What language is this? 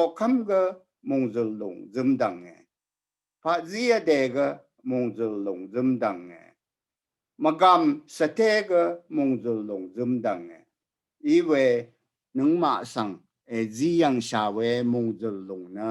Rawang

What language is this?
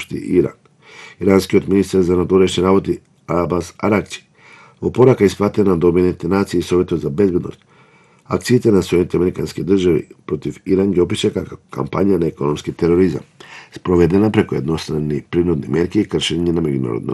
Macedonian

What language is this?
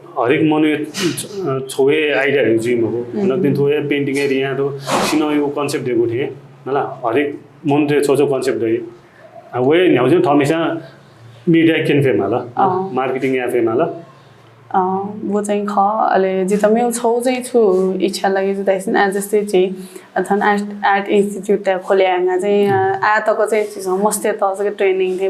Newari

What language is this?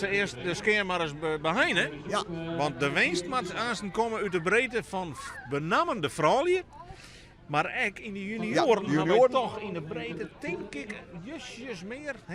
Western Frisian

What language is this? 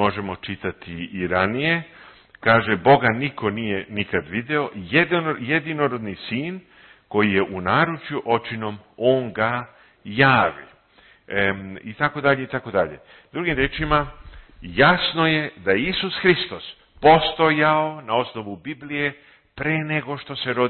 Serbian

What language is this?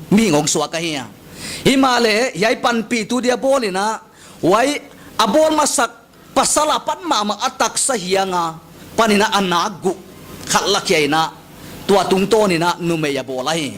Paite Chin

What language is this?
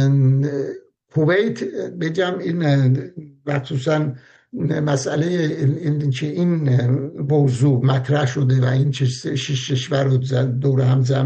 Persian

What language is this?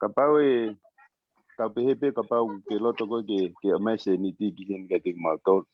Tongan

